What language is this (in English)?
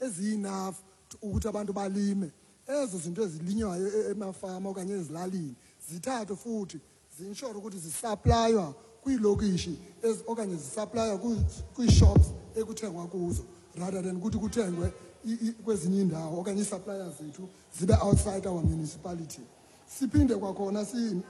Xhosa